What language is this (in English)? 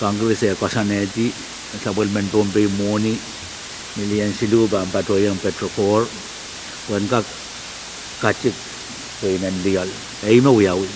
Pohnpeian